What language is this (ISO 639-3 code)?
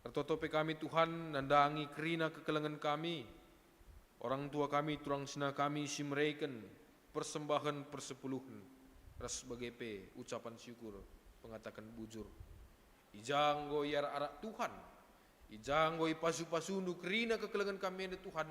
btx